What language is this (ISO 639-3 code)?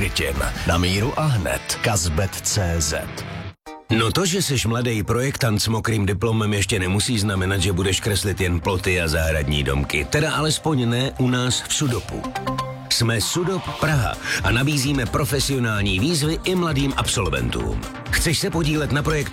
ces